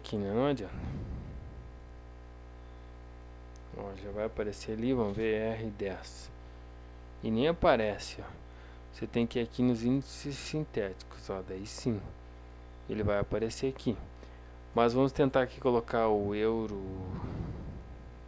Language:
Portuguese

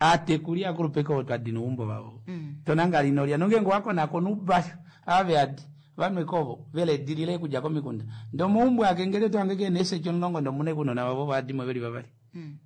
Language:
Kuanyama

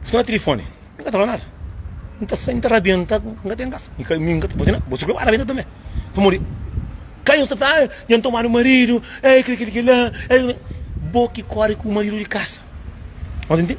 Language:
Kabuverdianu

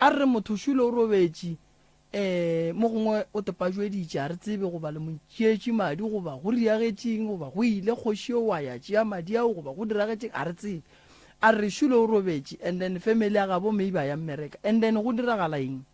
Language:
Northern Sotho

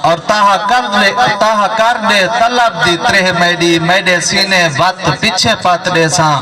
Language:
Saraiki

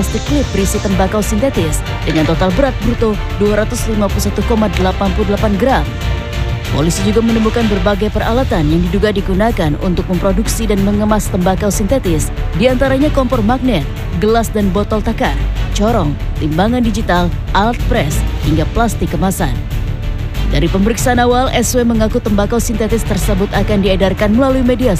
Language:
Indonesian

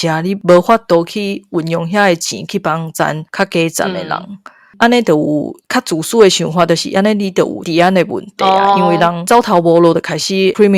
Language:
Min Nan Chinese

